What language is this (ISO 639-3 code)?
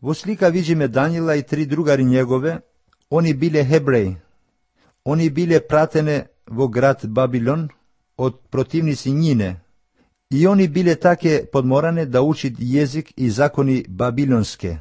mkd